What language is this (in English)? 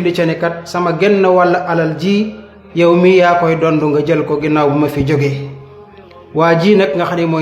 Wolof